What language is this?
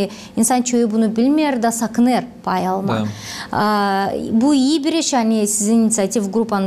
Gagauz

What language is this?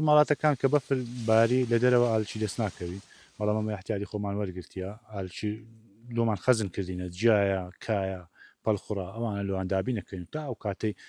Central Kurdish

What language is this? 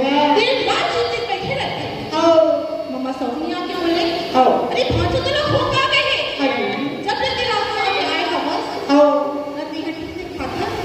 Chhattisgarhi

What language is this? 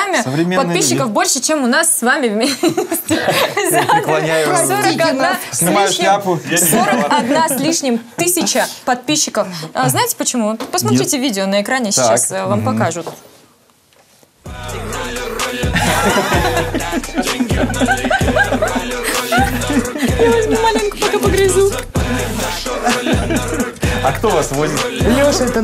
Russian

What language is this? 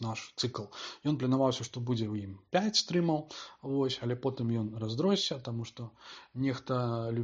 Belarusian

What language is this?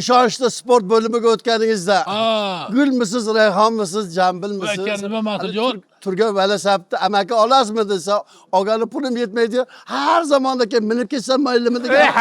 Uzbek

